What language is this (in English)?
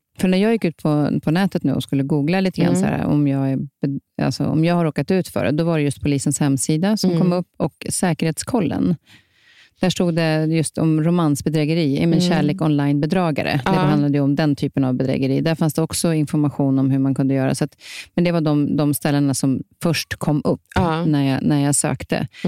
Swedish